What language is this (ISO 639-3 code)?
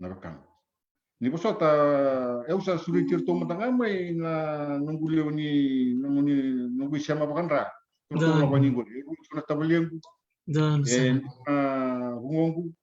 fij